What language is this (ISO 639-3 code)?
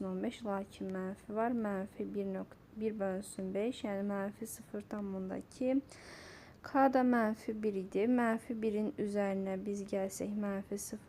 aze